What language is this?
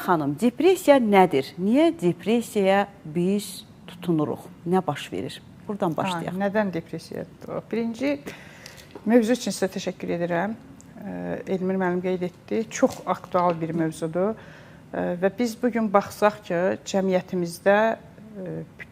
Azerbaijani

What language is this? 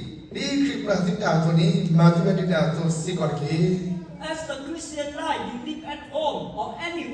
S'gaw Karen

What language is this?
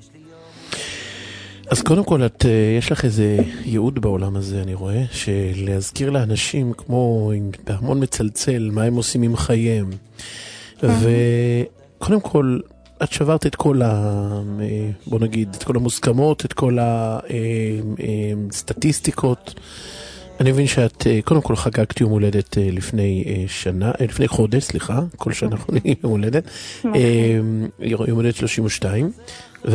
Hebrew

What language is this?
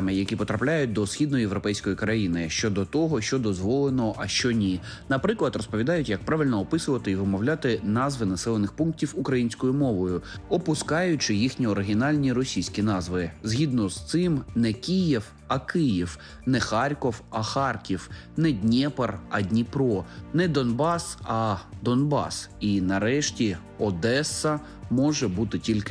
Ukrainian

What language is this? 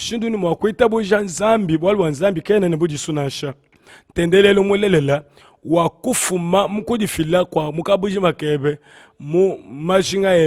Luba-Lulua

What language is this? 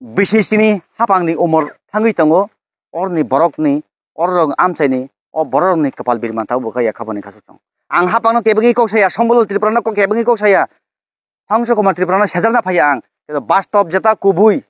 Kok Borok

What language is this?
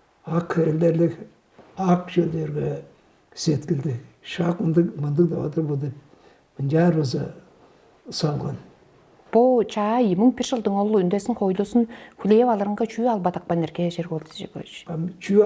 Tuvinian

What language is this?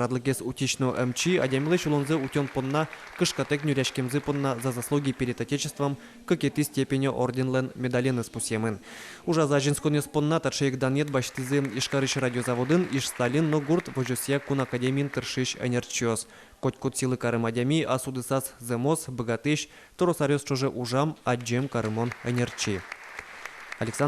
Udmurt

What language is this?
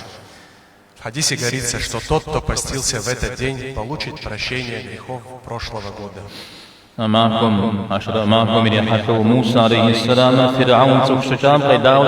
Kabardian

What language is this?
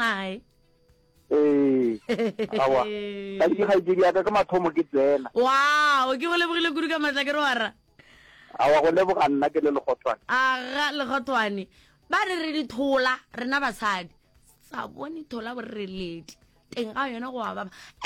Northern Sotho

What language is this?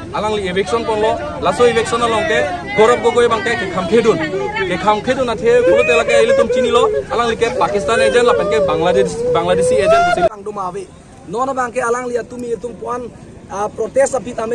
Karbi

